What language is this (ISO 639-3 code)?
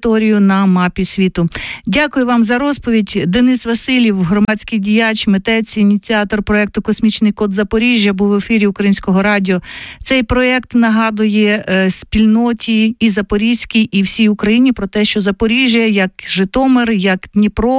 ukr